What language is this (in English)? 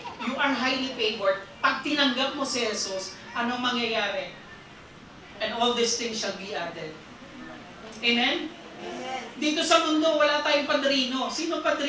Filipino